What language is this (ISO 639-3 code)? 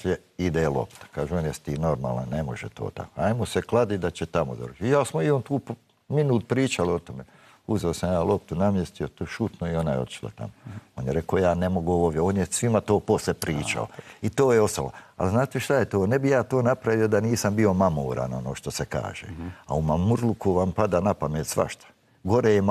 bos